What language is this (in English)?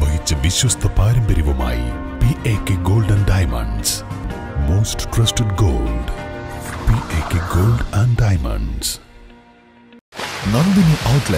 Malayalam